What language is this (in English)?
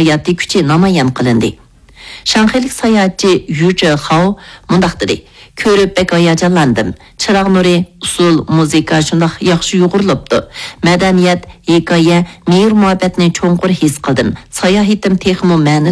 Uyghur